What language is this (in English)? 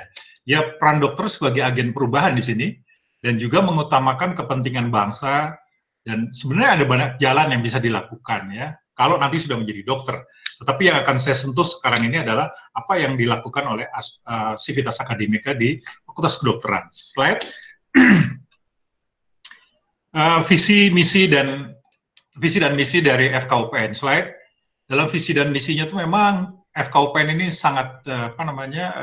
Indonesian